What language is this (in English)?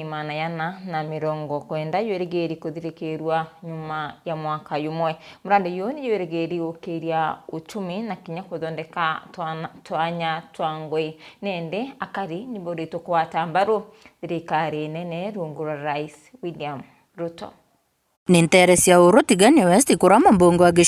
Meru